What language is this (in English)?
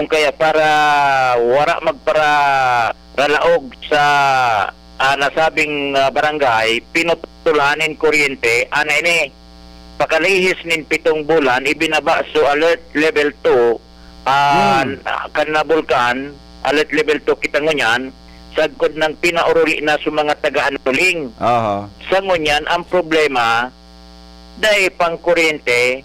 Bikol